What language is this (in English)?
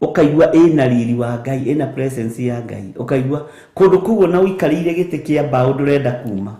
Kikuyu